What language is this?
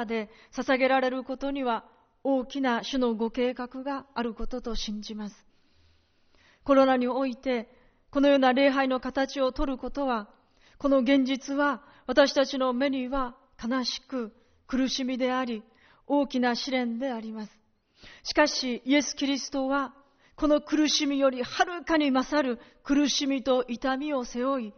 Japanese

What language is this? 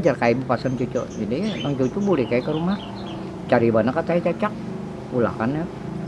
Banjar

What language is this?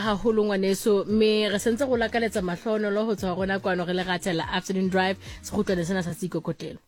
Tswana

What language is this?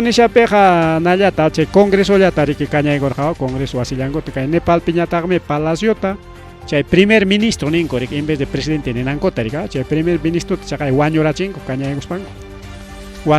Ayacucho Quechua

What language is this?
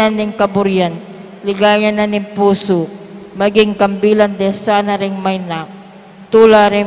Pampanga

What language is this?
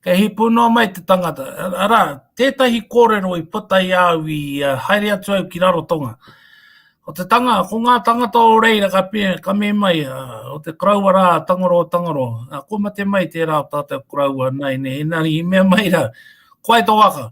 Māori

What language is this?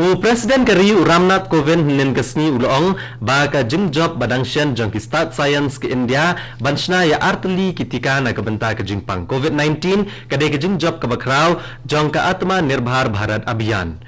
Khasi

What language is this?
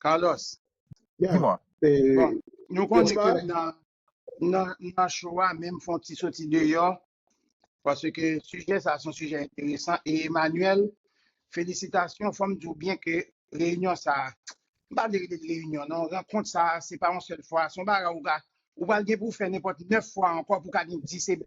Haitian Creole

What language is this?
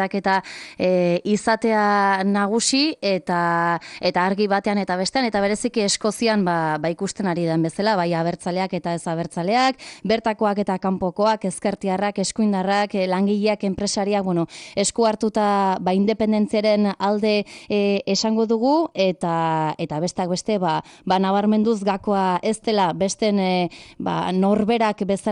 Basque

